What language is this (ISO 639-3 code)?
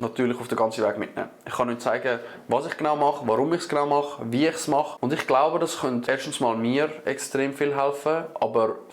gsw